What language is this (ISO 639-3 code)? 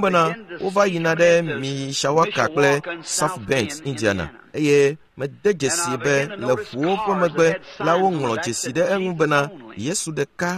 ewe